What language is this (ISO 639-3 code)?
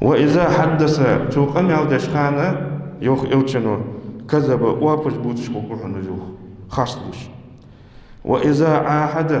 inh